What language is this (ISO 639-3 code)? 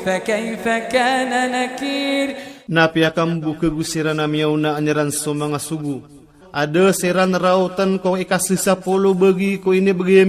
ilp